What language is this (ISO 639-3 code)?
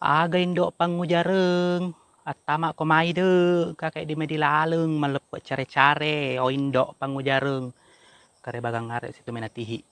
bug